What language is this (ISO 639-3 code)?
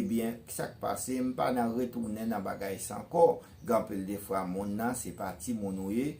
hat